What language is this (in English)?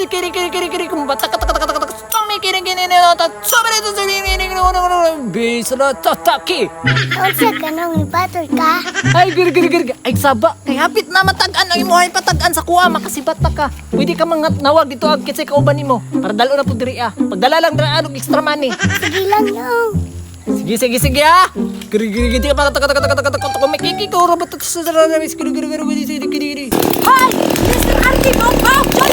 Cebuano